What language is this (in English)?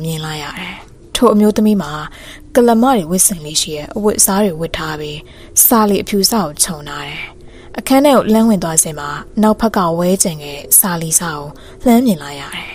Burmese